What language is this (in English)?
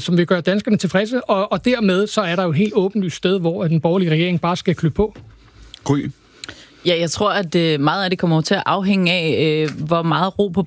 Danish